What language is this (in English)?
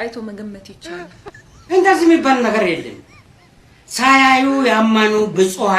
Amharic